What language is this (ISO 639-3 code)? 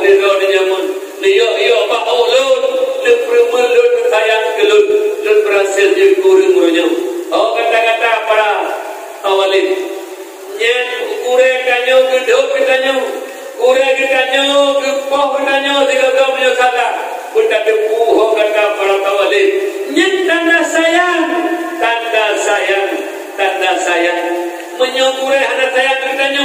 ace